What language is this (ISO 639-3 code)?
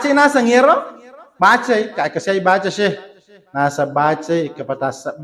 bug